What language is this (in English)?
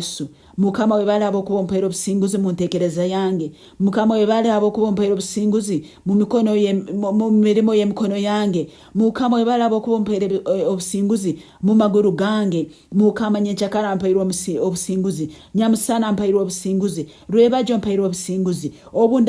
Nyankole